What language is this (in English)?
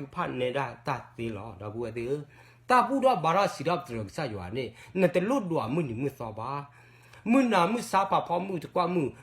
S'gaw Karen